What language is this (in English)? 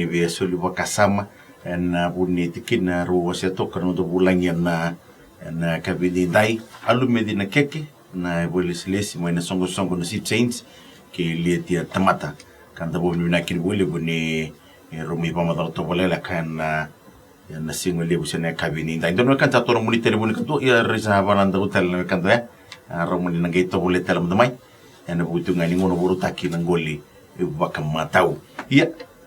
Fijian